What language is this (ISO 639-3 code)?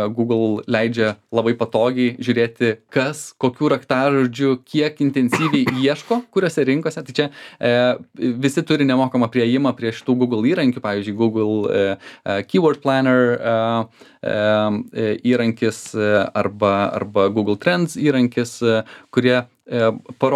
lit